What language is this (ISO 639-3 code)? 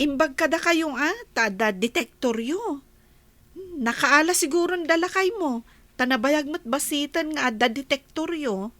ilo